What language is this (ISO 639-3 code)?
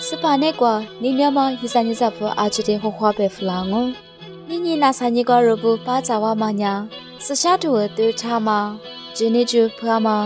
lis